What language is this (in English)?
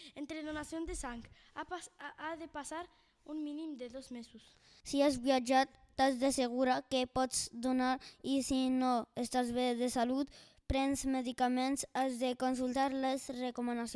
Catalan